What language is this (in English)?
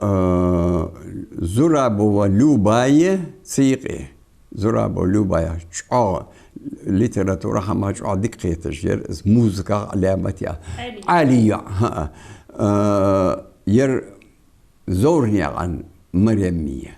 Ingush